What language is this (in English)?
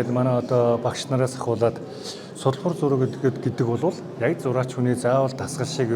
Mongolian